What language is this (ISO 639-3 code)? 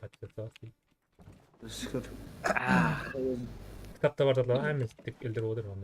kaa